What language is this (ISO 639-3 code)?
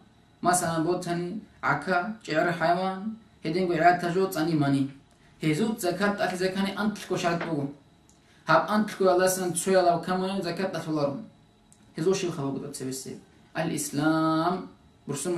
ava